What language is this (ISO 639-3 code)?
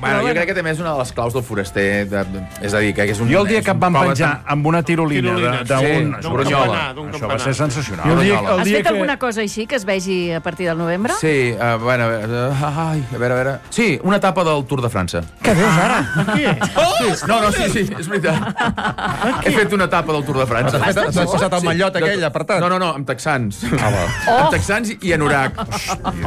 cat